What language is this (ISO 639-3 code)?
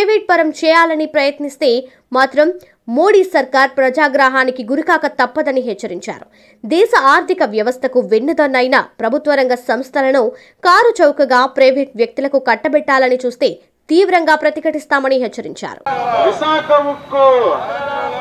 tel